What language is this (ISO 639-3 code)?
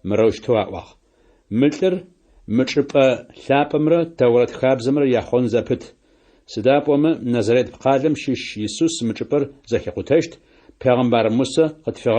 ady